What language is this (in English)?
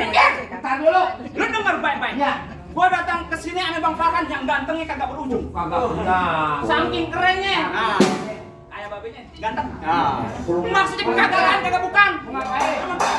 Betawi